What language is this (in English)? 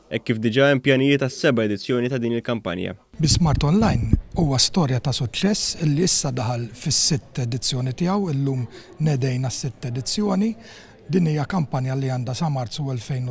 Maltese